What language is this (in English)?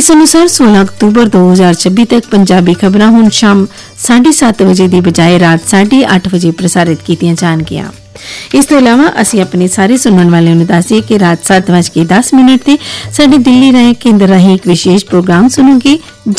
Punjabi